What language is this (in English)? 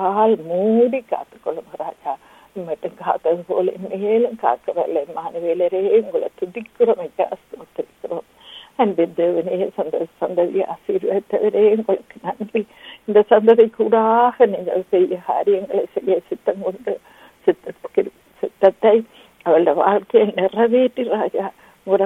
Tamil